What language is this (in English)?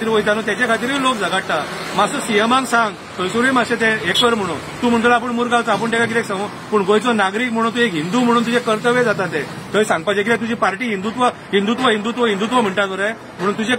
Konkani